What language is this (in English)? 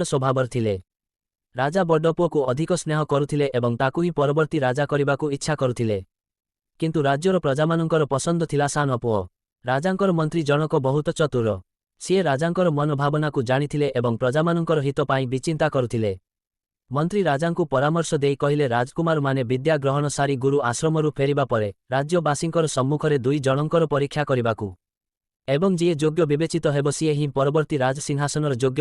Odia